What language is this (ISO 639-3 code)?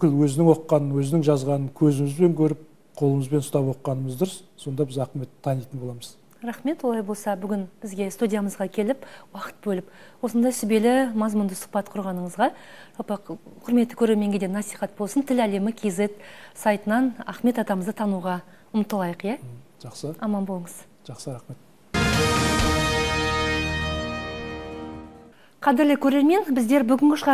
kaz